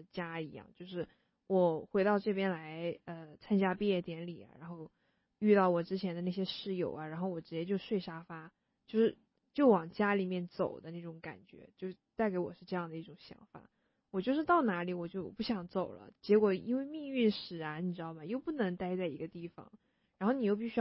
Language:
Chinese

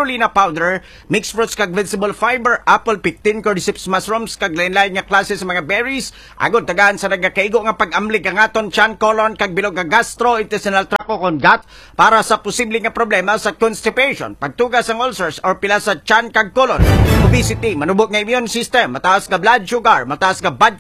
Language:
Hiligaynon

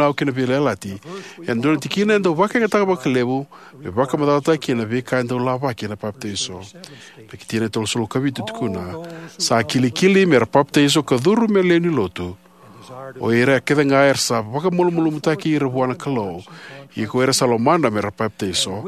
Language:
Fijian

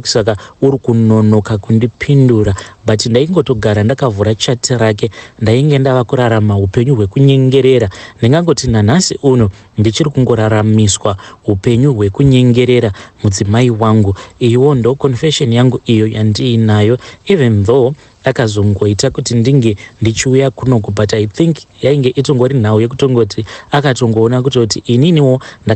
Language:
Shona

